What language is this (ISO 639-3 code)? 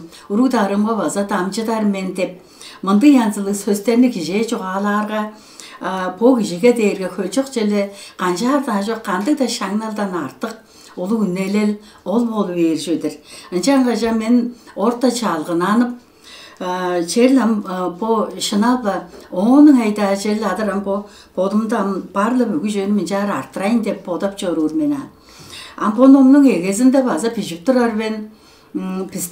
tyv